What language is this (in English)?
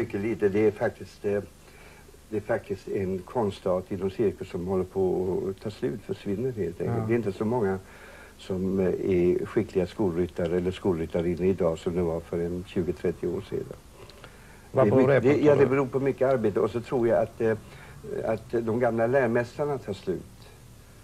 Swedish